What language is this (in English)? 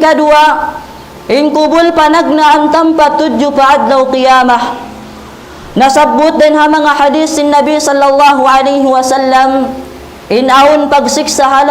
Tausug